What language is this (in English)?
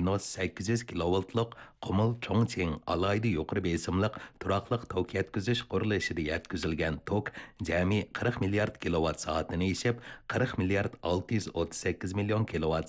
Uyghur